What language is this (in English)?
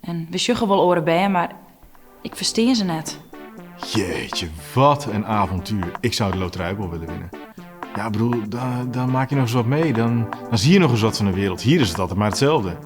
Western Frisian